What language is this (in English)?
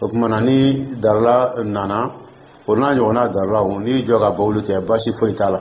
Dyula